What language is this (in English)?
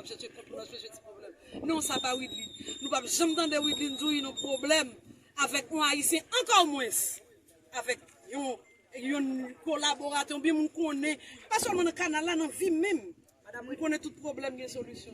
Haitian Creole